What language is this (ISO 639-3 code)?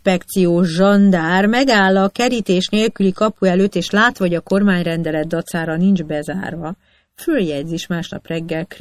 hun